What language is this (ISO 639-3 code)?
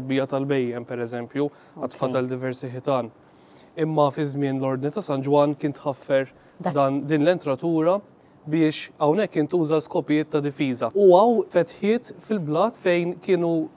mlt